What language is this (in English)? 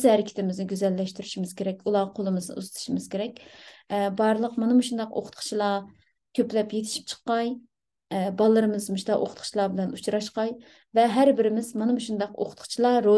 Uyghur